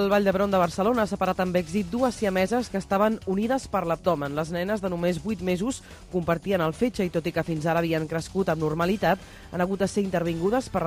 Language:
Catalan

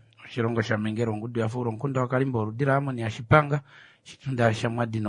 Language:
Kuanyama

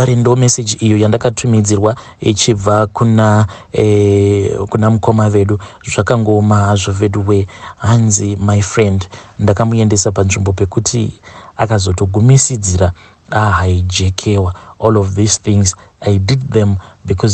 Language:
Shona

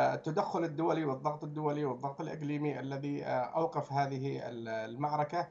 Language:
Arabic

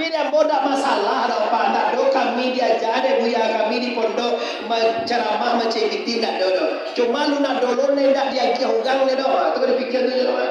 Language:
Minangkabau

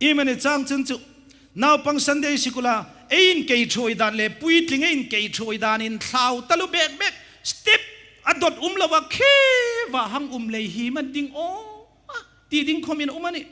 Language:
Hmar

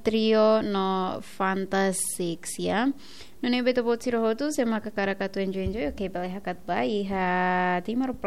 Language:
Tetum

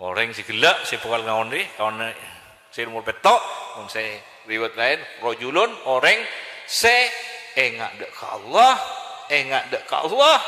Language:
Madurese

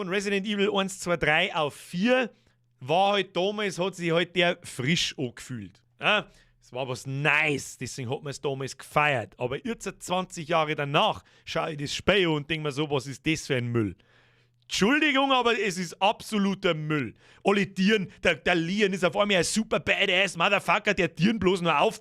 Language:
Bavarian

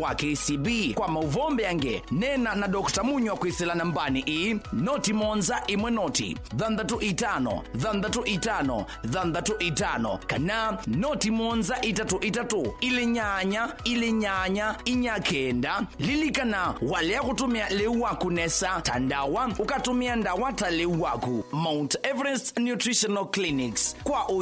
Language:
Kamba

